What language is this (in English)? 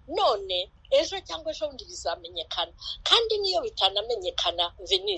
Kinyarwanda